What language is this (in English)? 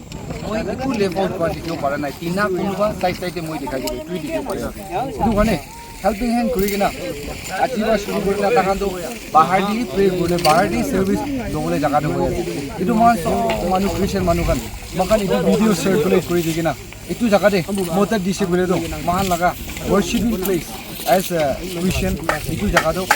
Naga Pidgin